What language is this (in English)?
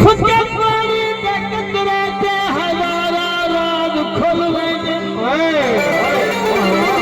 Saraiki